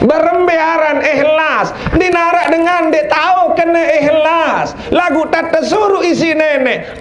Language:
Sasak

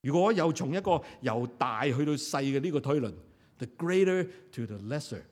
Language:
Cantonese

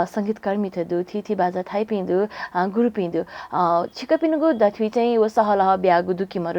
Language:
Newari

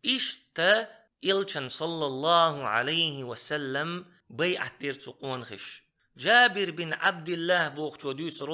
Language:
Chechen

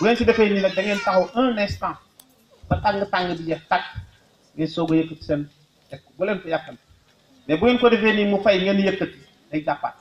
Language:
Wolof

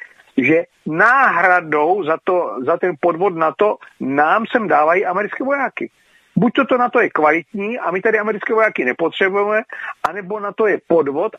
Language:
Czech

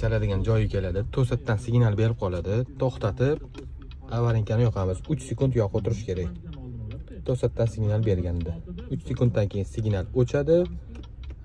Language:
Uzbek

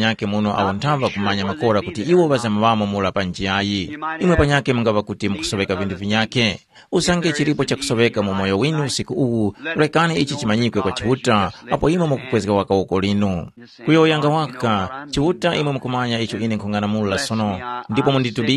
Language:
Tumbuka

